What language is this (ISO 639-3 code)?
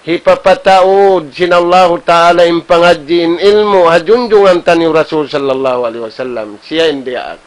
tsg